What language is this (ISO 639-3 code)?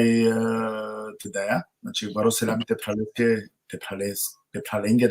rmn